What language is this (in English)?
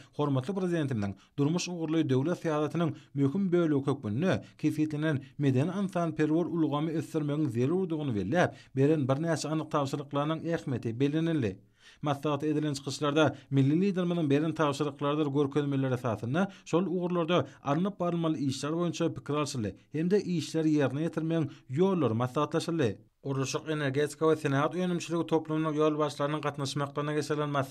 Turkmen